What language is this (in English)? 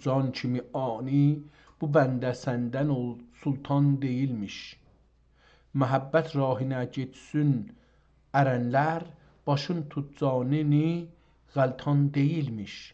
South Azerbaijani